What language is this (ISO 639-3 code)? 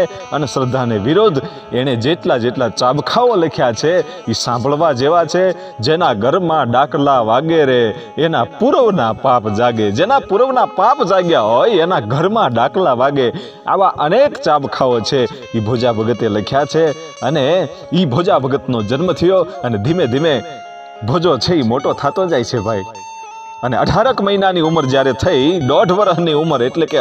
guj